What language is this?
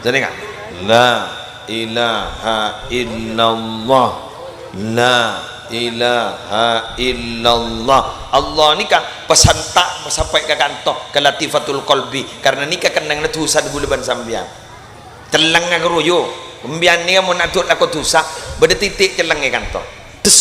Madurese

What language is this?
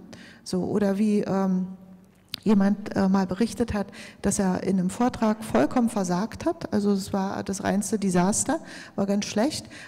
German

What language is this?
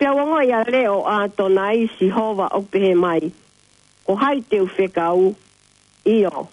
Tongan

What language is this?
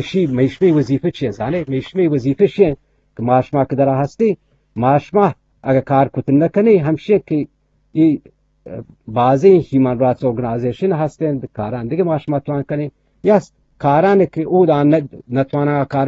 Eastern Balochi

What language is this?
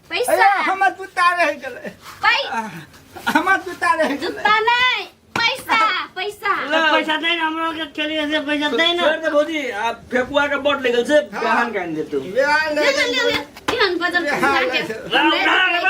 Maithili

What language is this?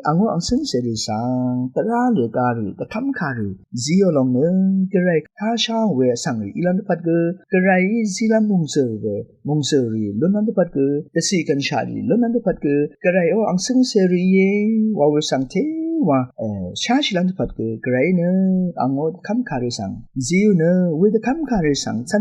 Rawang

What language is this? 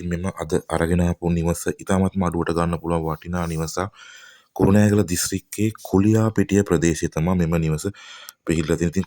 Sinhala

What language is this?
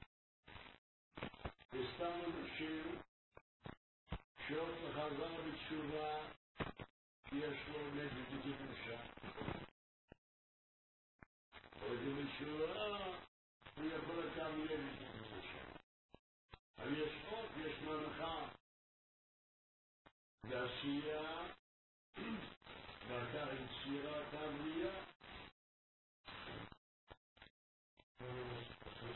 Hebrew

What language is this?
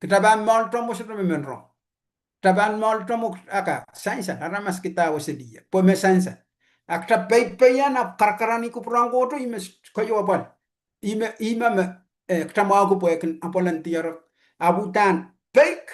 Pohnpeian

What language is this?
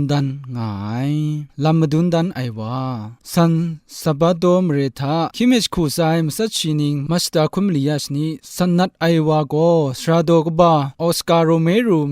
Kachin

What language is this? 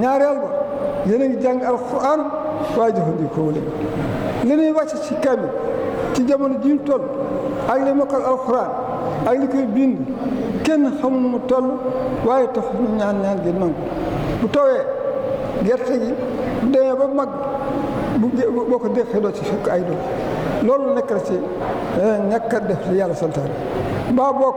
Wolof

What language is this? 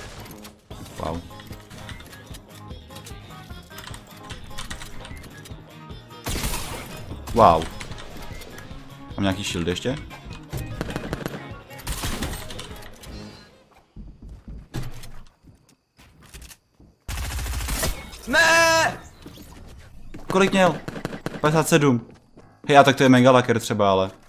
Czech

